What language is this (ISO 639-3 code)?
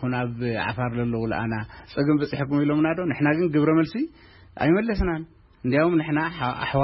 tir